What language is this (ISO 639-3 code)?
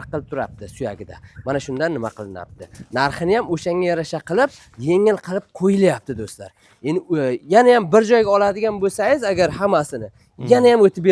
uzb